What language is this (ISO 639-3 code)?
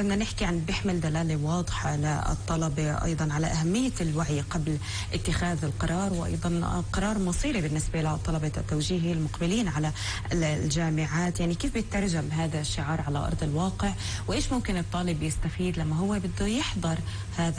apc